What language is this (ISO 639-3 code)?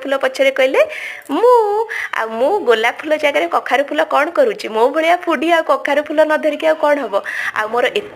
ori